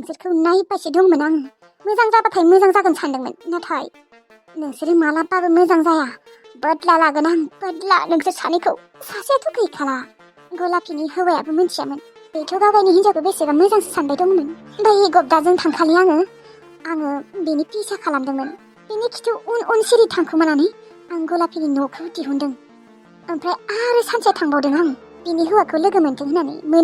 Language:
Bodo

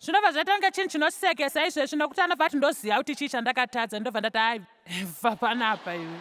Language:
Shona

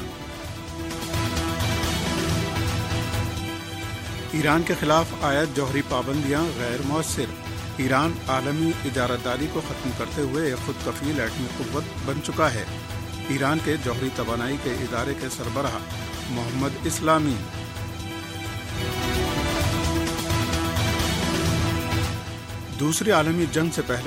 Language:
Urdu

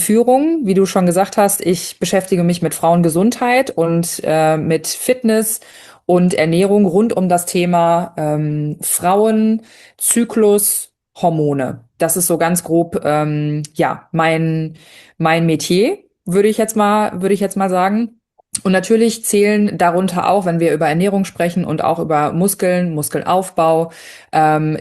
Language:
German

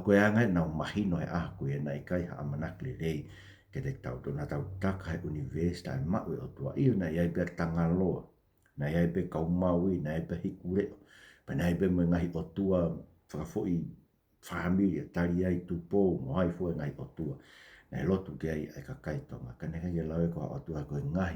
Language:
Tongan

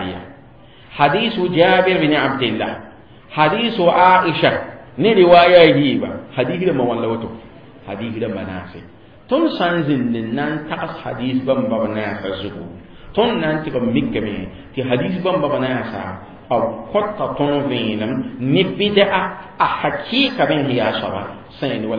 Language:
Mossi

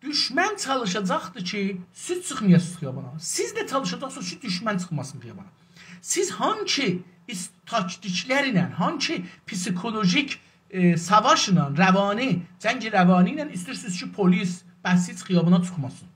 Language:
South Azerbaijani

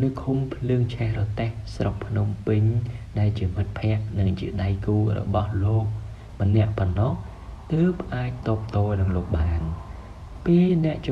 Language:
Khmer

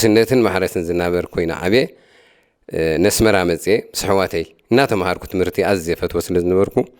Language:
Tigrinya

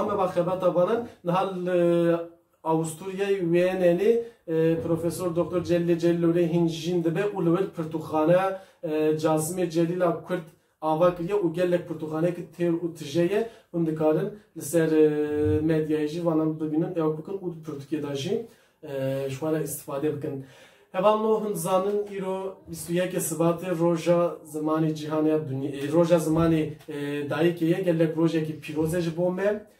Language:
Kurdish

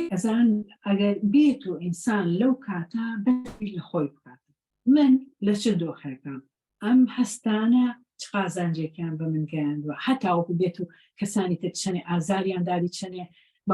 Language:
Central Kurdish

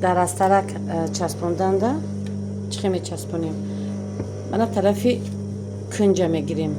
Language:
Tajik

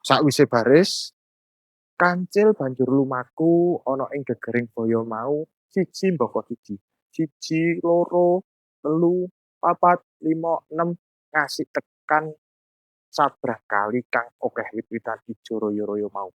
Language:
Javanese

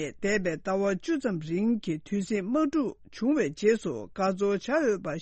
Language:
Tibetan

